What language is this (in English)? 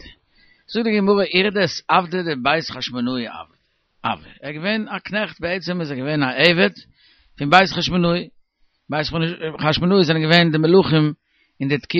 Yiddish